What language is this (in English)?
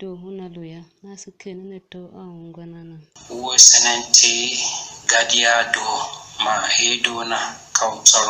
Tiv